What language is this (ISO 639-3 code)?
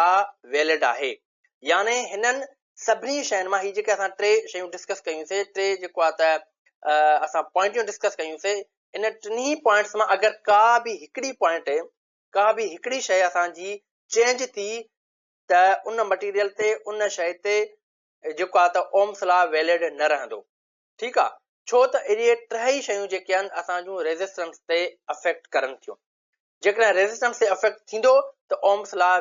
snd